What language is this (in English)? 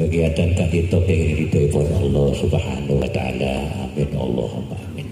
Madurese